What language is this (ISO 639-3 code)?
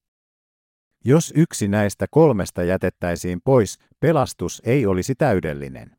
fin